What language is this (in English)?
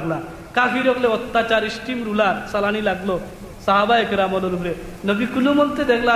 Sylheti